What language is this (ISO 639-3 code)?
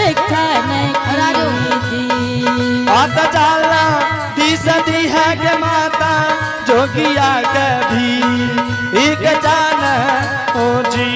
anp